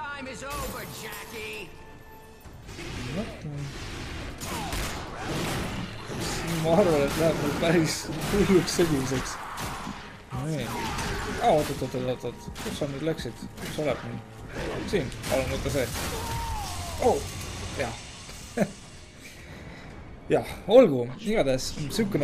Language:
Estonian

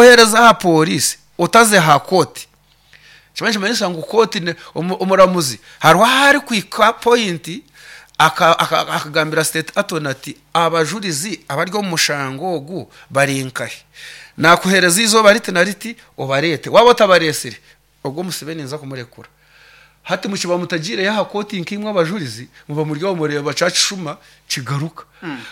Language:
Nyoro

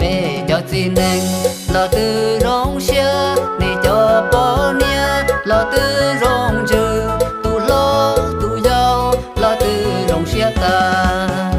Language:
Hmong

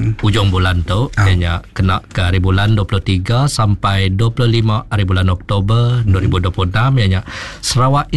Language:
Iban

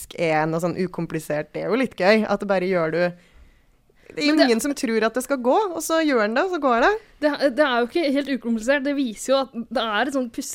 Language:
Norwegian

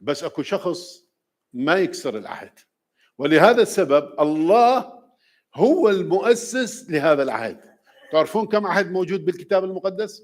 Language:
Mesopotamian Arabic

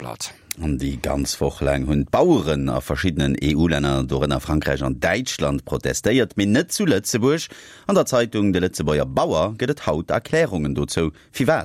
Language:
Luxembourgish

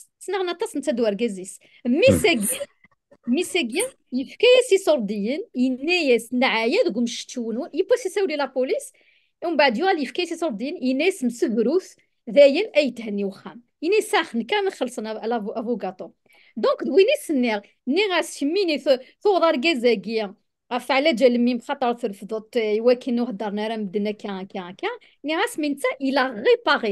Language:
Kabyle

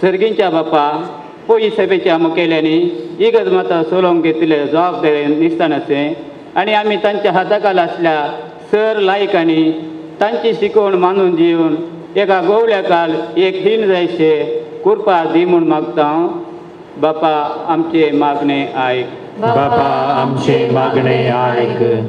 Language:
Konkani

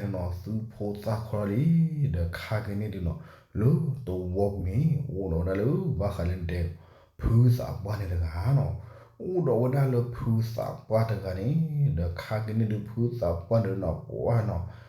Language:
S'gaw Karen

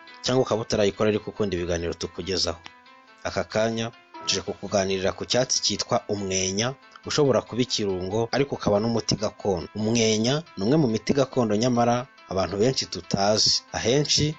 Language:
Kinyarwanda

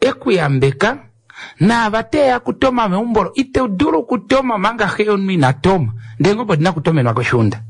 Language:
Kuanyama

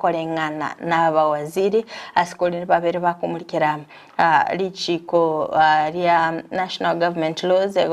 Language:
Gusii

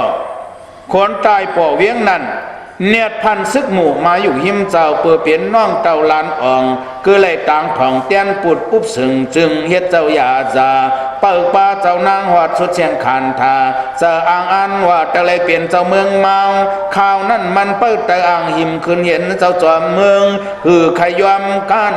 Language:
Shan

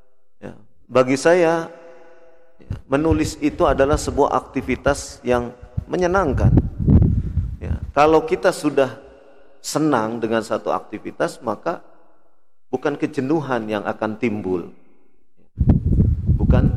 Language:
Indonesian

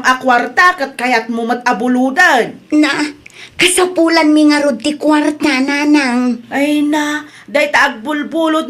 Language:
Iloko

